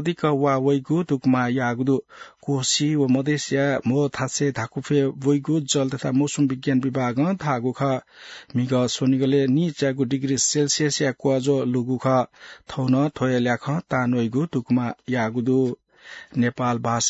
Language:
Newari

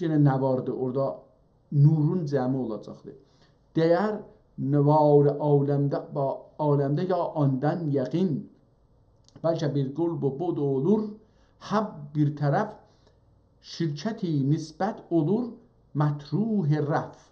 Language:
South Azerbaijani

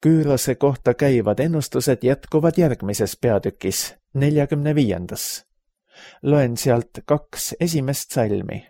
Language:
Estonian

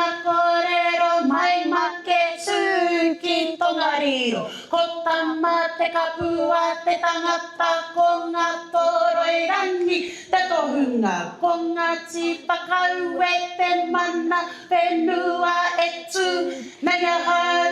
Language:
Māori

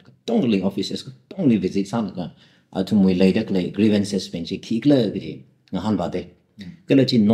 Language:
Tangkhul Naga (India)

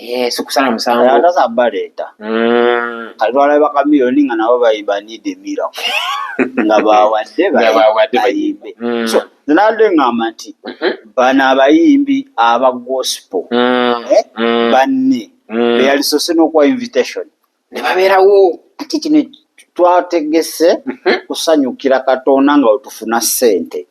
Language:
Ganda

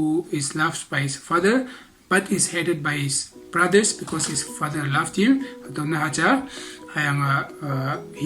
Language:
Konyak Naga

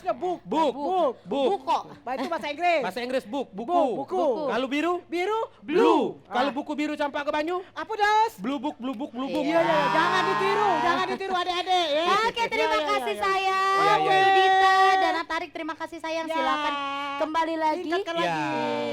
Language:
Musi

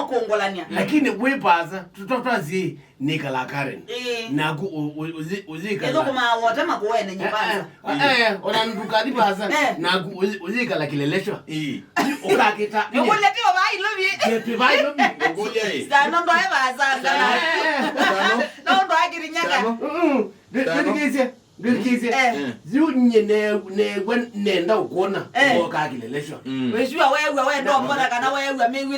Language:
Kamba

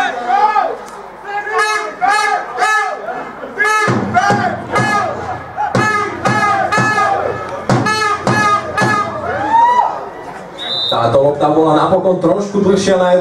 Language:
Slovak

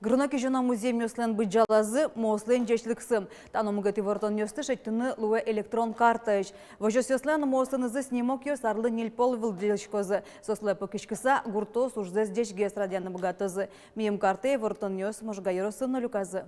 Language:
Udmurt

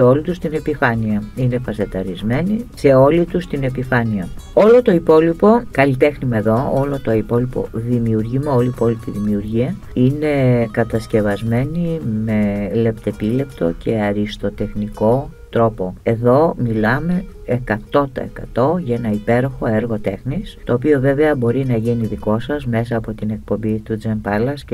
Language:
Greek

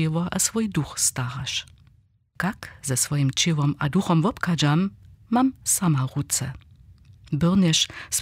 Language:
Upper Sorbian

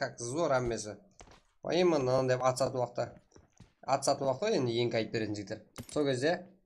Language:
Kara-Kalpak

